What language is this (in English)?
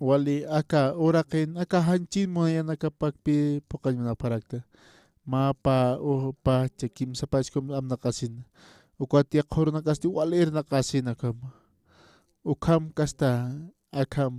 Aymara